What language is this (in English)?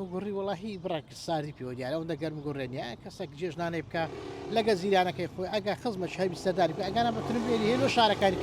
Central Kurdish